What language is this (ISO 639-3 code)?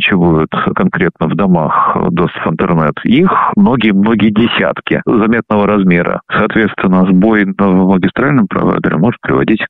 rus